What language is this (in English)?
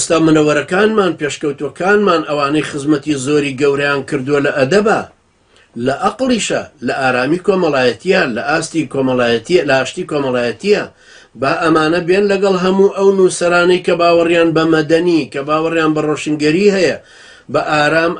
Central Kurdish